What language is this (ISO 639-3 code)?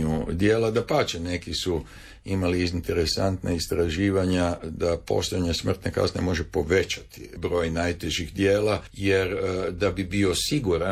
hrv